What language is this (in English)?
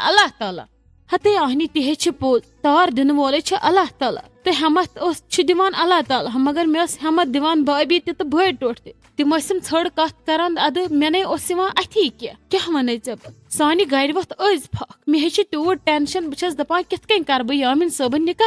Kashmiri